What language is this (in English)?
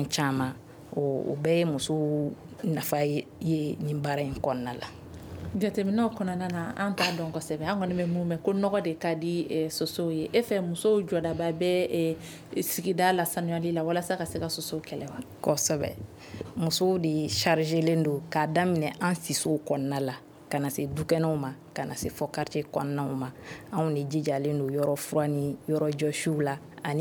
Bambara